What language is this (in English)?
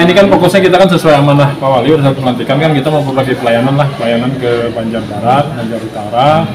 Banjar